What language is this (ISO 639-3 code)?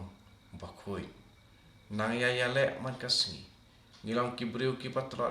kha